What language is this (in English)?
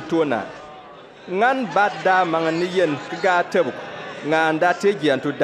Bimoba